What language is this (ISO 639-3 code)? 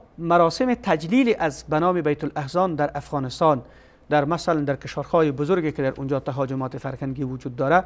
fas